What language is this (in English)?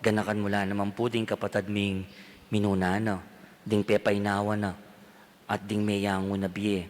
Pampanga